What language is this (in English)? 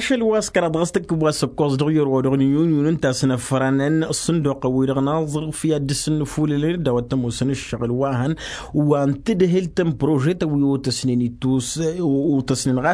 Tamasheq